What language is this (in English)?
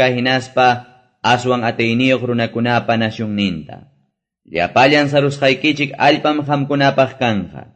Quechua